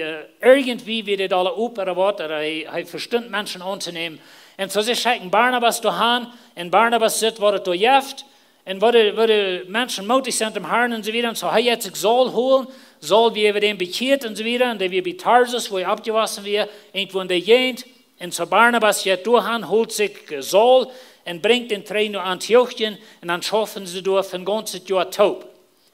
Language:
Plautdietsch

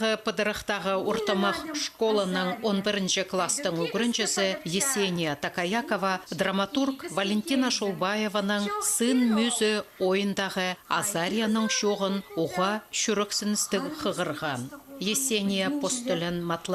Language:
Khakas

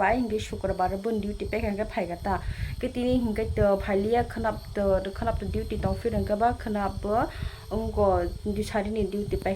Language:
Kok Borok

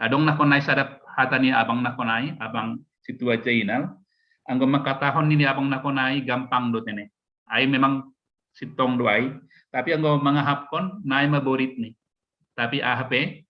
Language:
Batak Simalungun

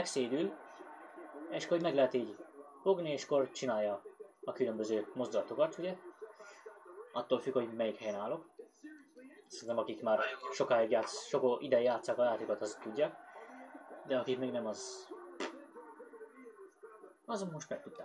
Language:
Hungarian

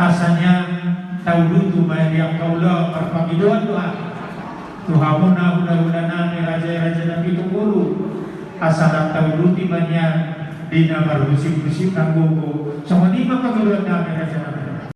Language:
Batak Toba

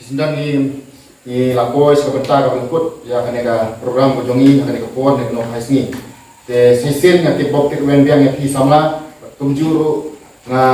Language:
Khasi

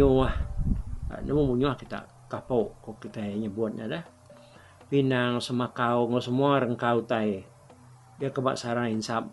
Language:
Iban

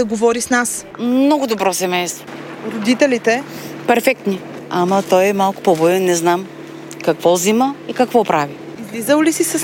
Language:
Bulgarian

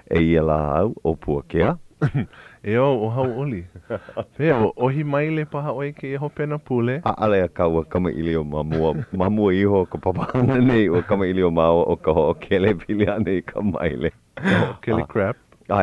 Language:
Hawaiian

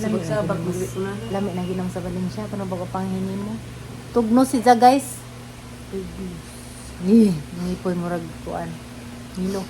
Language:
Cebuano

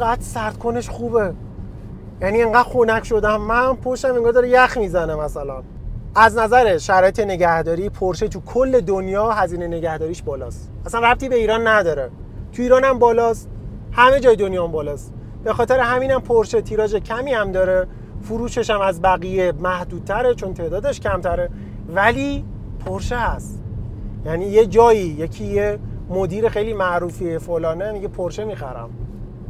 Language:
Persian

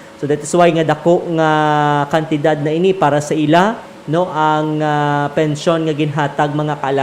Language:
Hiligaynon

